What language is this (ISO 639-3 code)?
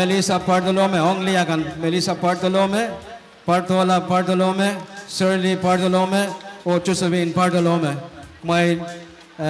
pon